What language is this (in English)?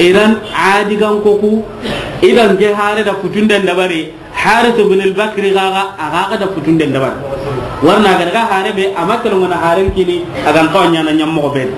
Soninke